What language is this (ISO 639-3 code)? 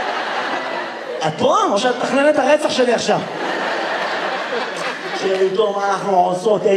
heb